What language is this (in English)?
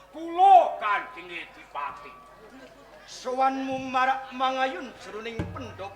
Javanese